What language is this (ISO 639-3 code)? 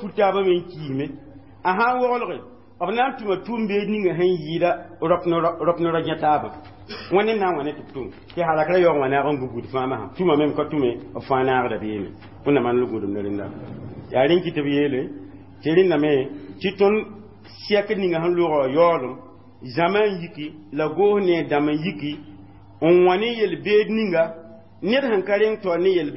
mos